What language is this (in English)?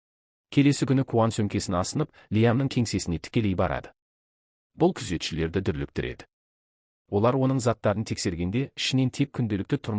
Kazakh